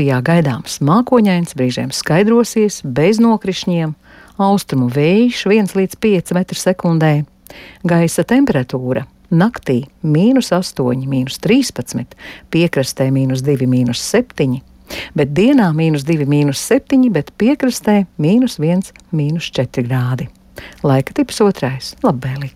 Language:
Latvian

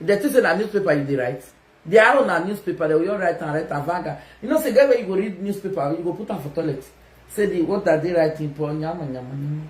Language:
Nigerian Pidgin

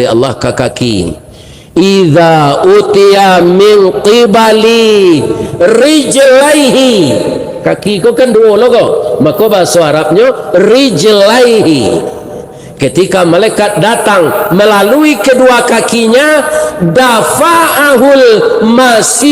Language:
Minangkabau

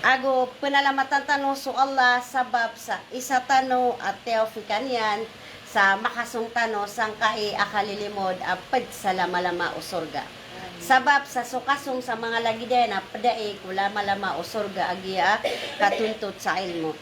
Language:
Maranao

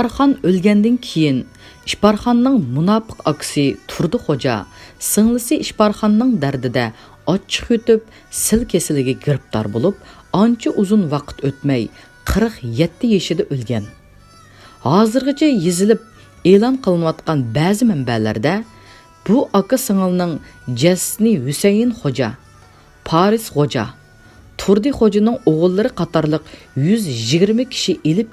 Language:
Uyghur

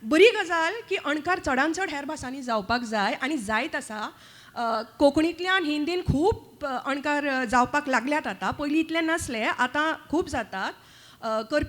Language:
Konkani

